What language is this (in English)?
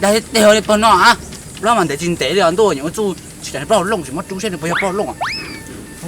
Hmong